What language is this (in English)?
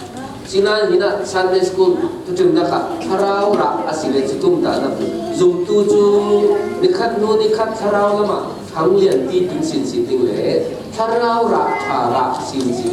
Falam Chin